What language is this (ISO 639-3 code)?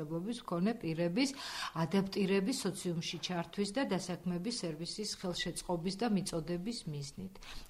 kat